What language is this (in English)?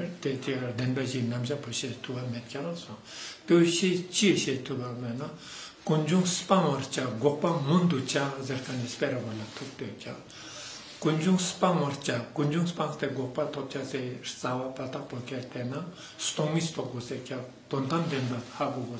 Ladakhi